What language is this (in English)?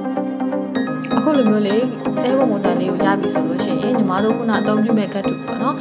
Burmese